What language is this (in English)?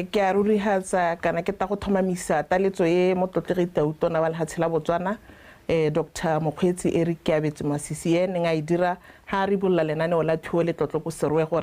Tswana